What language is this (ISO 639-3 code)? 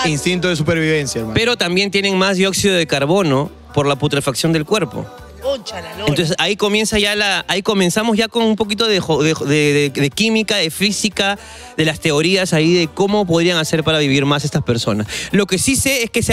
spa